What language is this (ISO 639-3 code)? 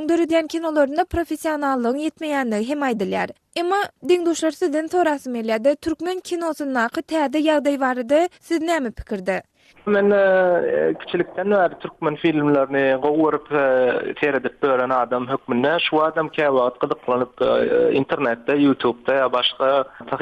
tuk